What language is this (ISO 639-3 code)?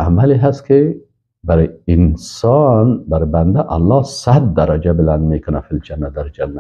fas